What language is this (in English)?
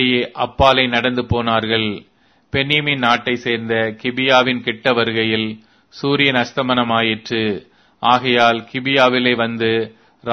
Tamil